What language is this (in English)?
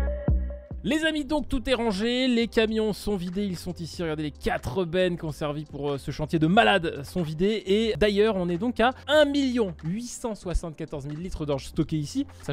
French